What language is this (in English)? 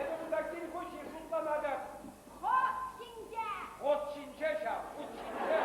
Chuvash